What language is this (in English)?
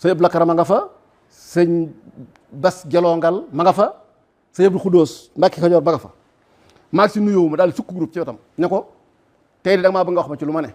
Wolof